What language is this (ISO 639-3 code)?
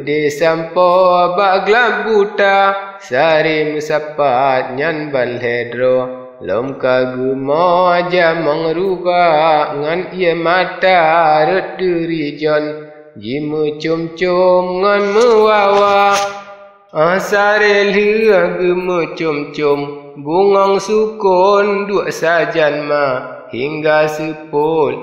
ace